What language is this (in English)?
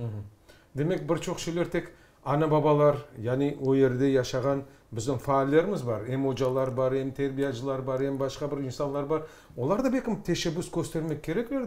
Crimean Tatar